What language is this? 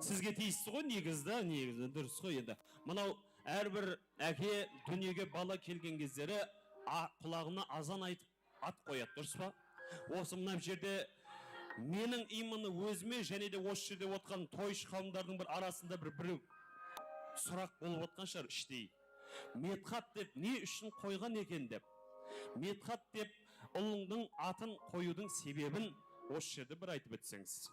Kara-Kalpak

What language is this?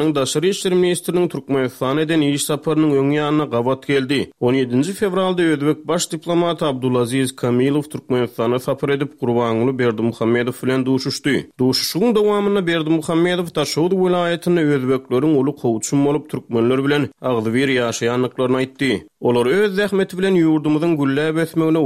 Turkmen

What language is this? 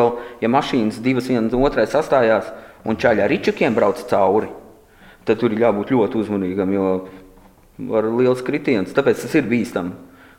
Latvian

